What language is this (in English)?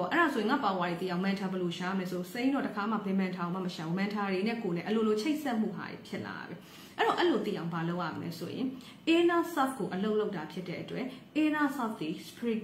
Burmese